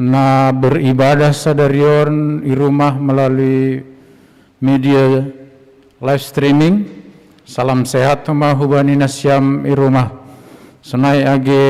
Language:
Batak Simalungun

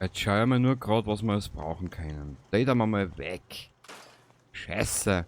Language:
Bavarian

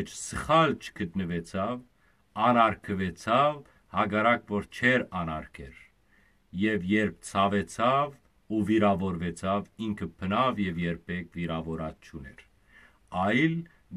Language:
Western Armenian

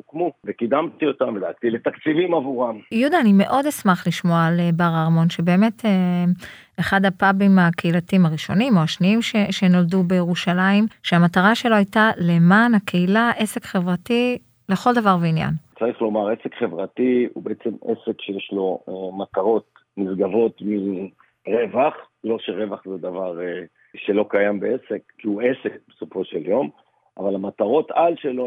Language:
Hebrew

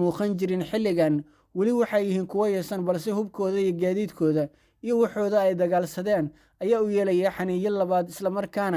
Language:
Somali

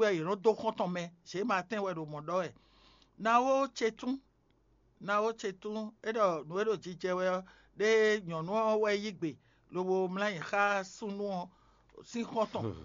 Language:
Fon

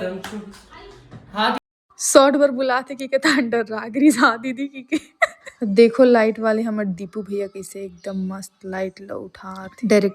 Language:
Chhattisgarhi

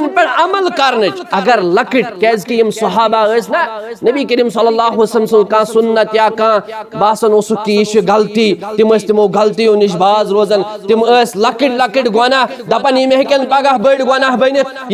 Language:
Kashmiri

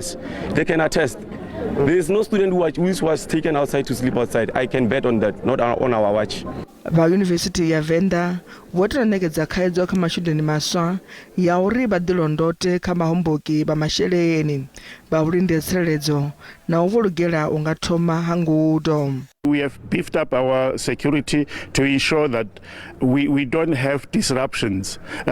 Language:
Venda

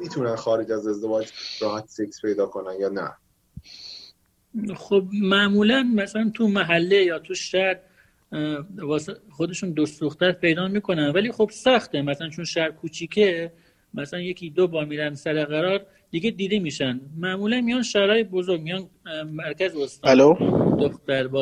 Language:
Persian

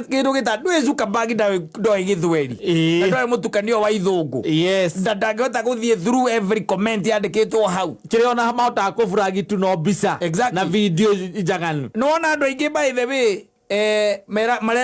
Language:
Kikuyu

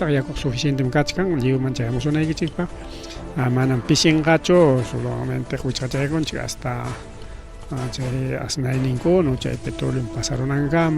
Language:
Ayacucho Quechua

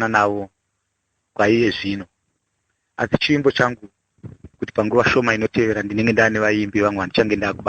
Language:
Shona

